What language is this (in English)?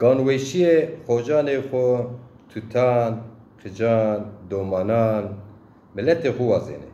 Zaza